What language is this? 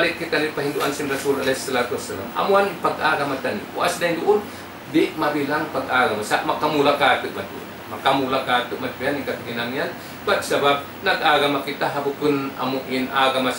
Tausug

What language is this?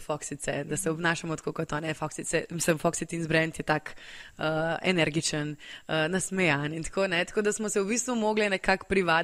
Slovenian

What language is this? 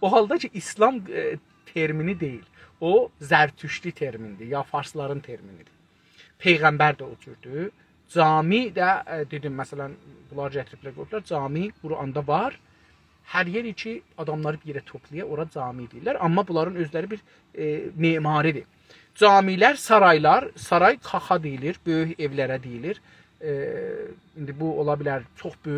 South Azerbaijani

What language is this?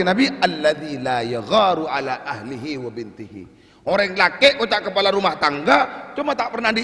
Madurese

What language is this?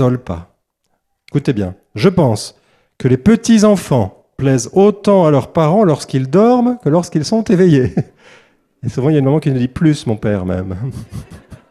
French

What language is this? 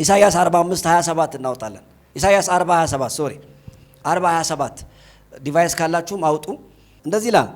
Amharic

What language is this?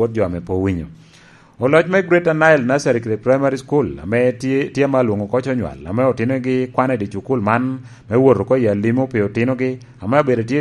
Lango (Uganda)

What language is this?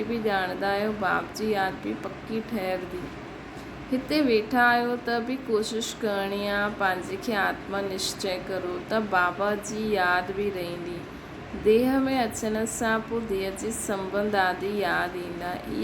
Sindhi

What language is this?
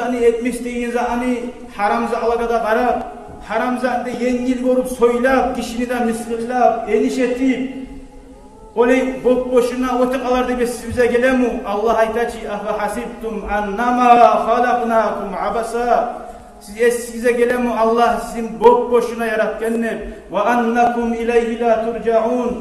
Kumyk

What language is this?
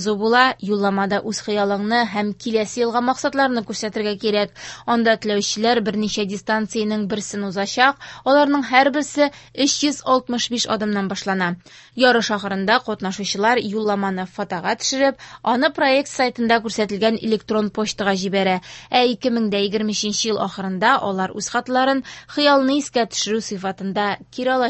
Tatar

